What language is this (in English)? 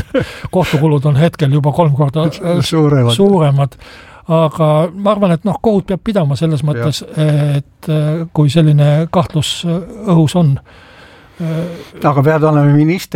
Estonian